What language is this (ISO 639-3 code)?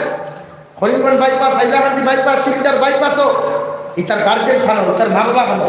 syl